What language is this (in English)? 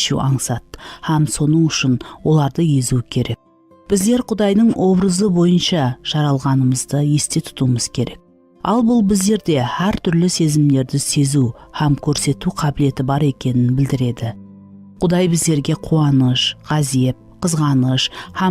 Kara-Kalpak